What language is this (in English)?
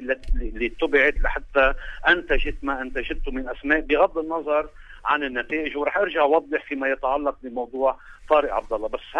North Levantine Arabic